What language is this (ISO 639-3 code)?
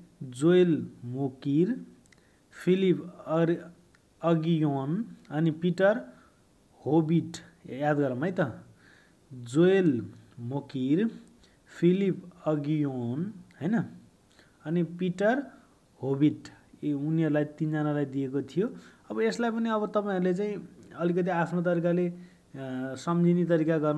nep